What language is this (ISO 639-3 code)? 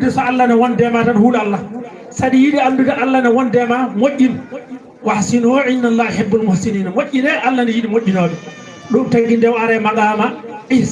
ful